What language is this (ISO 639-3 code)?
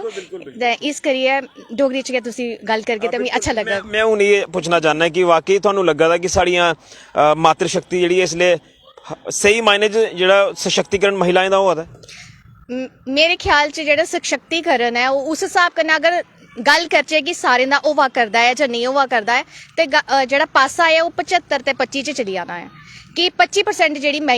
doi